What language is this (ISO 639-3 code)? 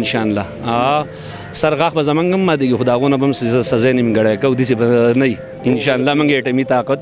pus